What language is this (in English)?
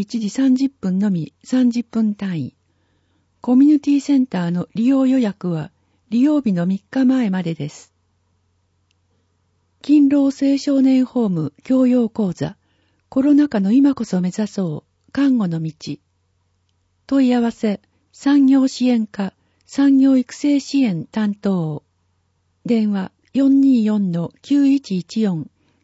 Japanese